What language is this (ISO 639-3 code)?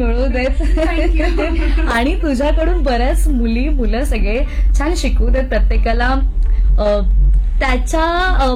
mar